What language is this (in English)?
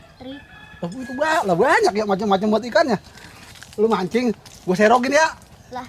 Betawi